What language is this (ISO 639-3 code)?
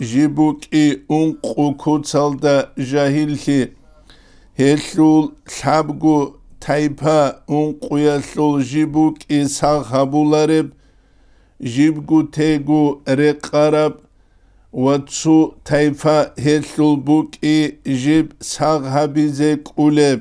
ava